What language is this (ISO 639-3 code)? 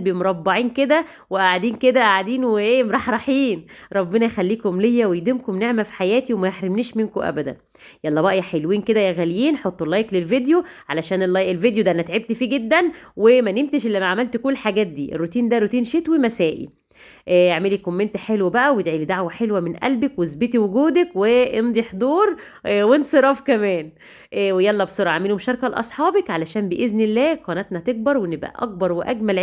arz